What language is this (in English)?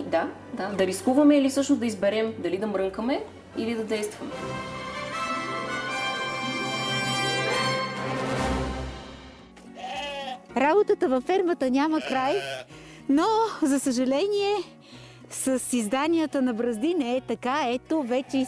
Bulgarian